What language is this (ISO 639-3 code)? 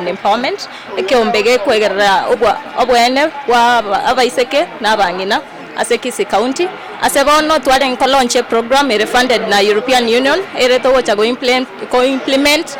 guz